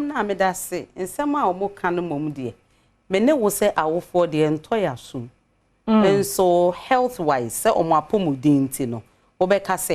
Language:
Akan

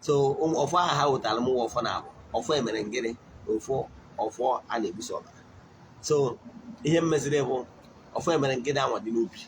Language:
Igbo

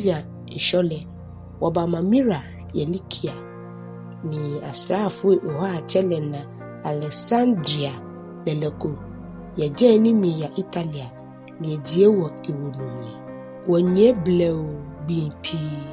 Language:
Ga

